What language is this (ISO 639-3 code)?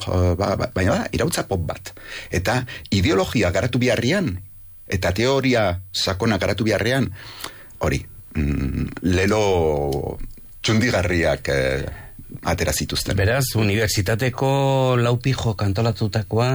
eus